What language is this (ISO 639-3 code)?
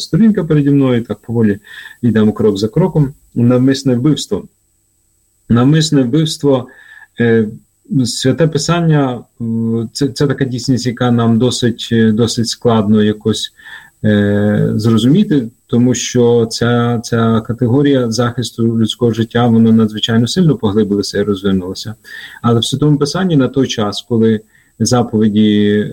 ukr